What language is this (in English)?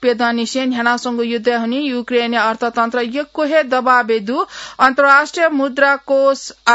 Newari